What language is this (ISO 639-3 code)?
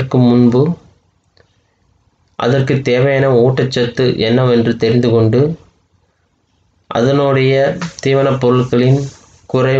tam